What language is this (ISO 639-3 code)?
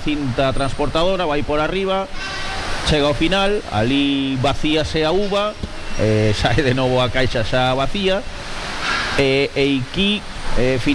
glg